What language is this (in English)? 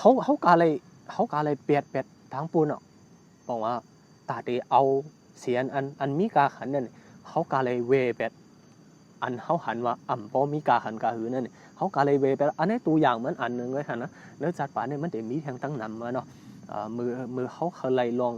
Shan